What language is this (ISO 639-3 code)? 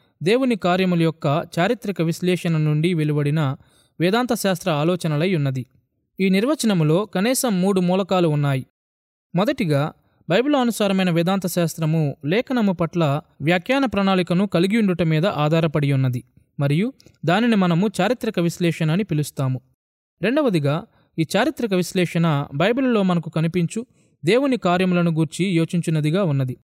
tel